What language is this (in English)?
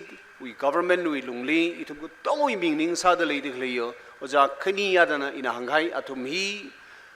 Tangkhul Naga (India)